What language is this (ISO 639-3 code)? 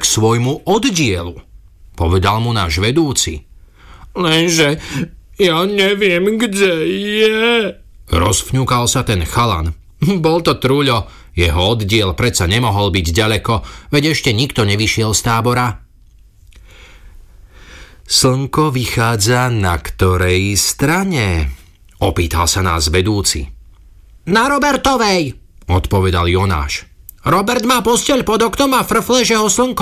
slk